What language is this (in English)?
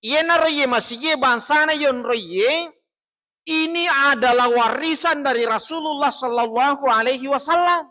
Buginese